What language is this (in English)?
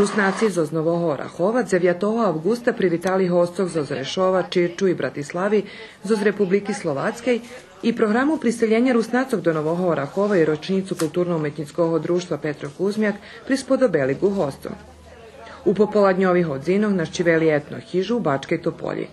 Rusyn